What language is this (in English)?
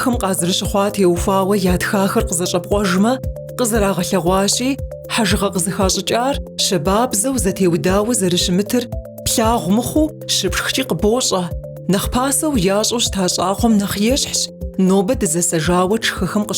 Kabardian